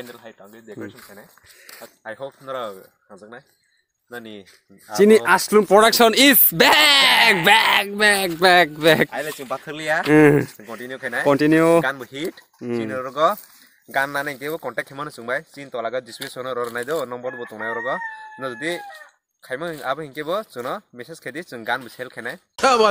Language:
Kok Borok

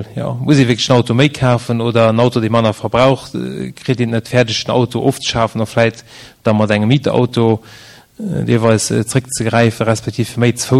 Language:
Luxembourgish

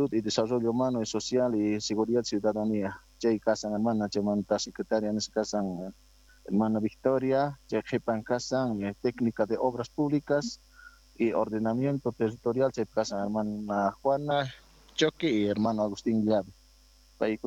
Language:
Quechua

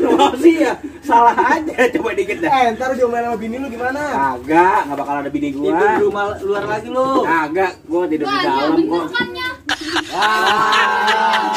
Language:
Betawi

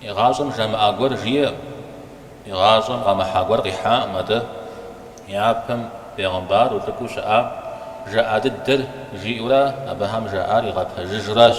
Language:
Kabardian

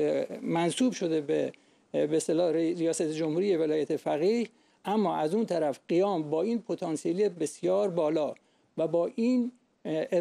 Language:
Persian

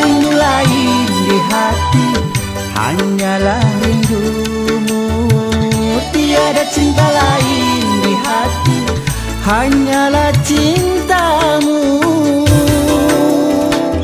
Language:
Malay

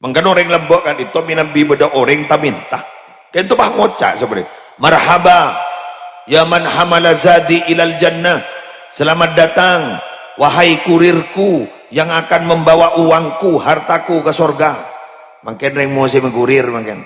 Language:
Madurese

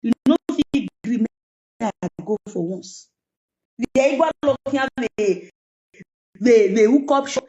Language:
Nigerian Pidgin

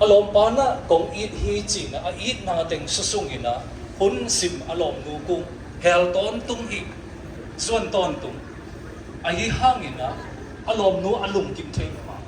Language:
Siyin Chin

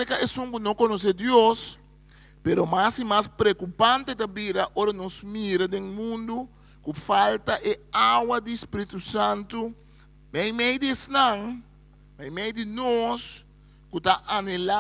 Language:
Papiamento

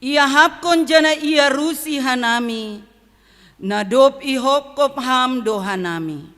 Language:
Batak Simalungun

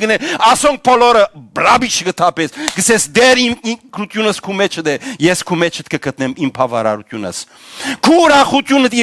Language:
Western Armenian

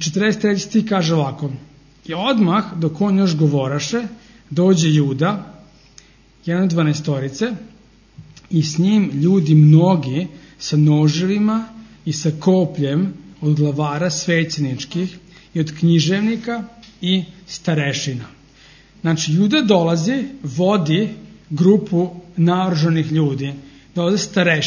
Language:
Serbian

